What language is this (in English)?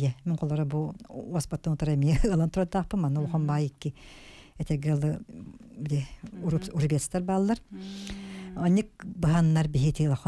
Yakut